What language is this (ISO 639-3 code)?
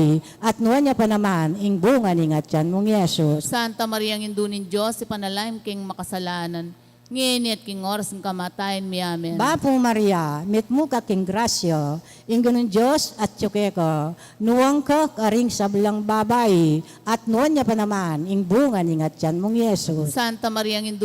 pam